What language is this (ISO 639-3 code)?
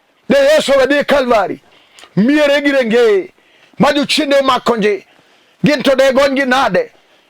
luo